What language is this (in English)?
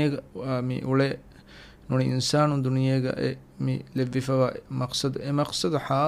Divehi